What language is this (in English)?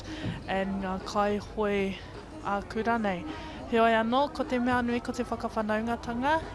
Māori